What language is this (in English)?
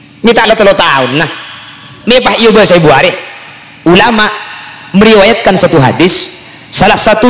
Madurese